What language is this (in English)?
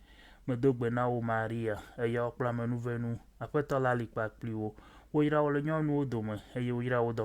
Ewe